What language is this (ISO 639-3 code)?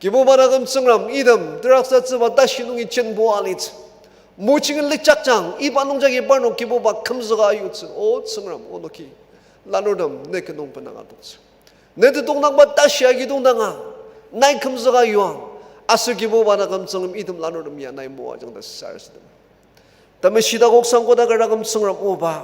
njo